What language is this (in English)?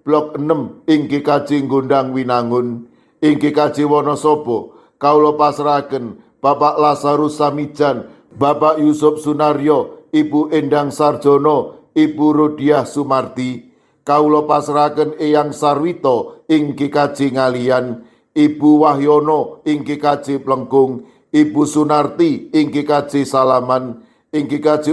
Javanese